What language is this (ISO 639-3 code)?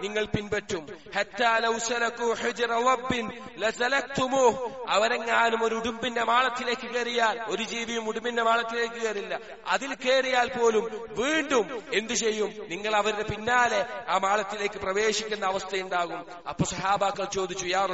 mal